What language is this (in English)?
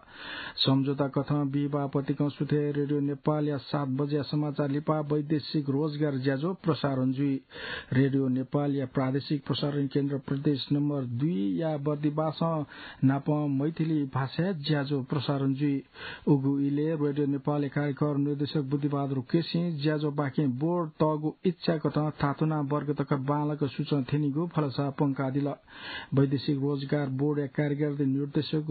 Newari